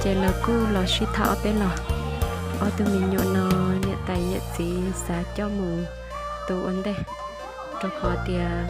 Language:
Hmong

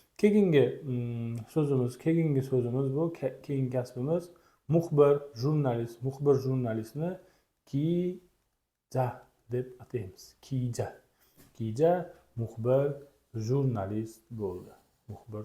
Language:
Uzbek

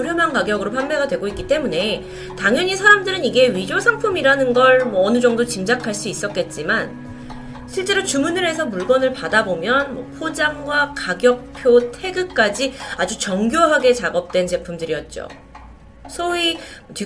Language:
Korean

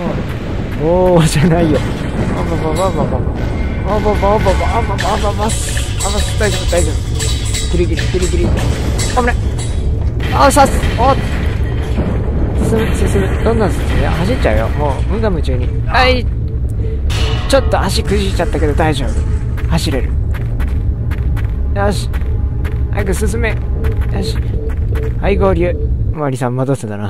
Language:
Japanese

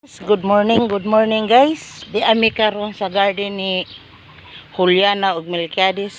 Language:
Cebuano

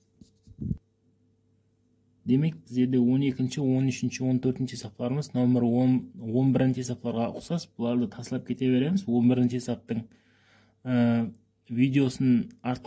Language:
Kazakh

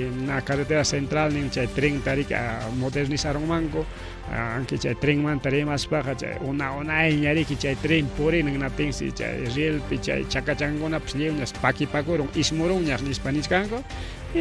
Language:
Ayacucho Quechua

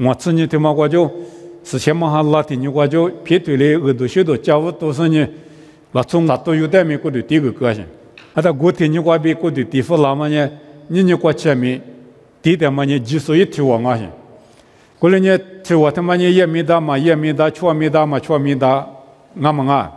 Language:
Lisu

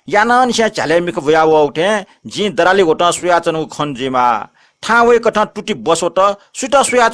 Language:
Newari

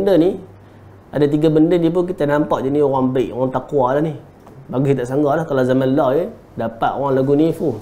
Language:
Malay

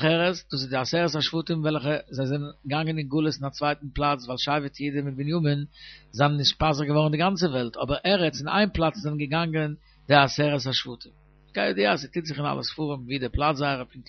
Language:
Yiddish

